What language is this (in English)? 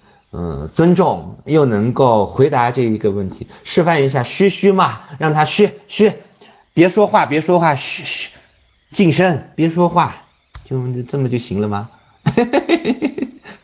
Chinese